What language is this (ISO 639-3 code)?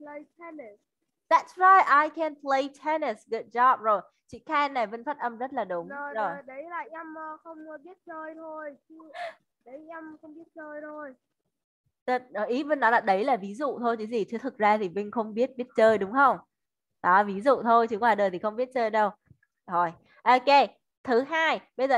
vie